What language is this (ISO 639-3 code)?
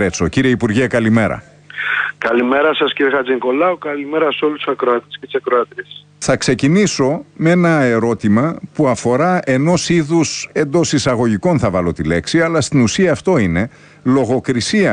ell